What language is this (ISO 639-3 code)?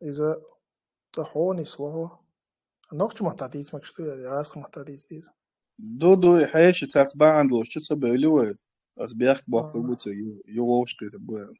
che